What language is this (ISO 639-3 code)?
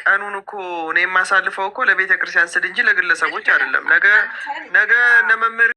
amh